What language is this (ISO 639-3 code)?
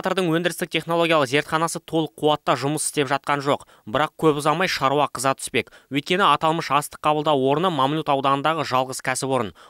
kaz